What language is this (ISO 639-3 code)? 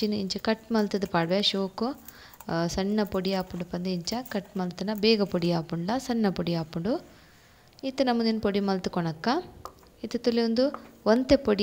tcy